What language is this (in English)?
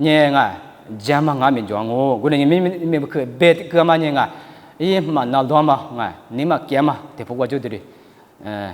Lisu